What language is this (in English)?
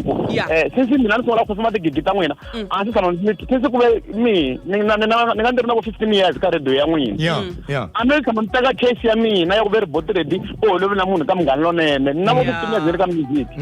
Tsonga